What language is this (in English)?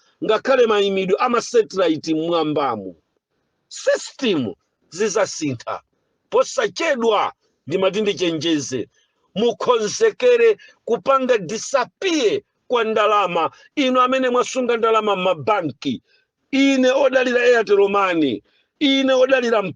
Nyanja